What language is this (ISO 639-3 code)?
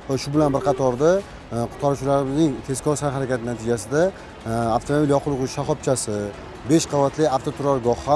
uzb